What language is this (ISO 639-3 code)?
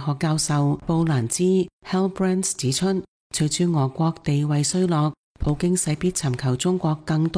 yue